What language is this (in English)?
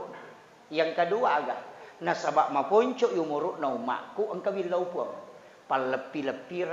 Buginese